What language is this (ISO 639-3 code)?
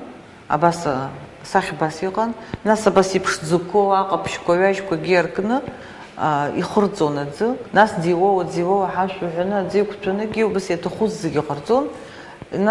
abk